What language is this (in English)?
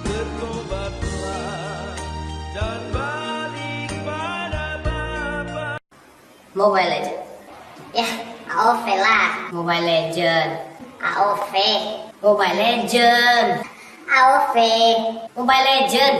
Manado Malay